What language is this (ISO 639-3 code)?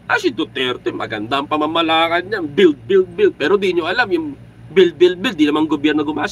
fil